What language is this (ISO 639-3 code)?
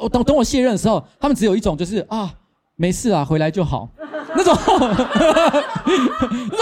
zho